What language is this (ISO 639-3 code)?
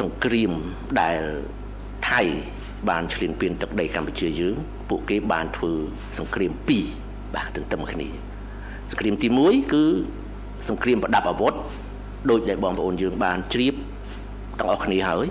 khm